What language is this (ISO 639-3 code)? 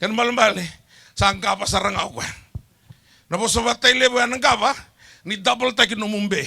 fij